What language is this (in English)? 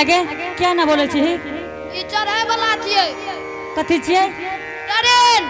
Angika